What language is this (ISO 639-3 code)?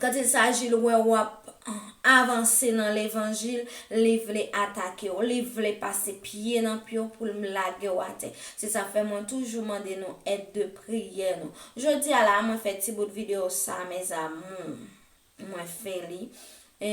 hat